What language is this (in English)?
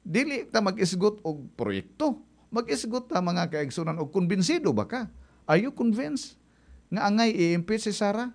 Cebuano